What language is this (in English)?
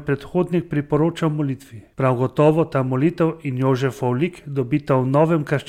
Slovenian